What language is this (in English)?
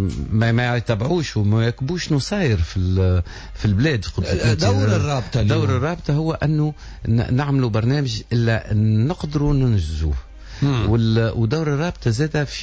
Tunisian Arabic